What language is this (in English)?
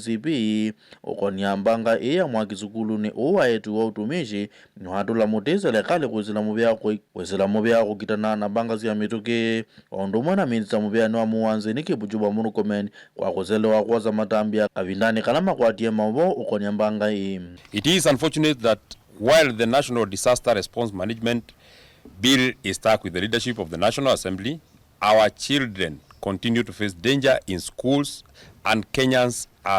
Kamba